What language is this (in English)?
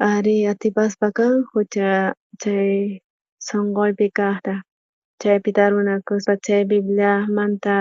South Bolivian Quechua